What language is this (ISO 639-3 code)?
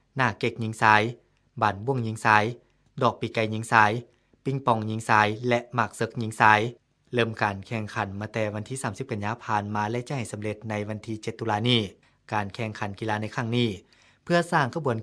lao